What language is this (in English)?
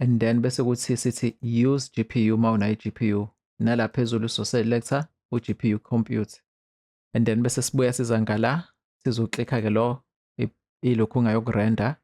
Zulu